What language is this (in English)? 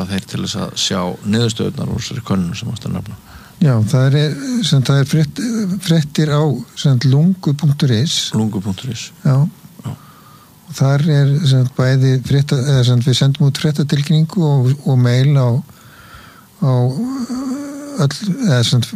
Icelandic